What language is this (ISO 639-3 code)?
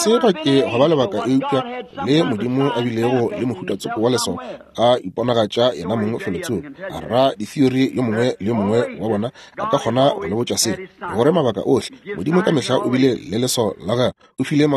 nso